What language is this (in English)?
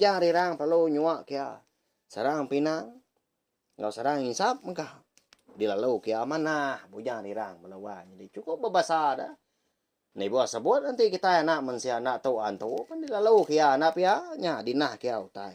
Iban